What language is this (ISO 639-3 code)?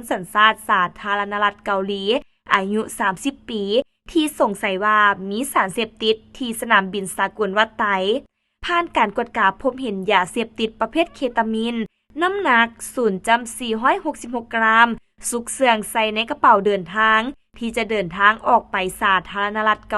lao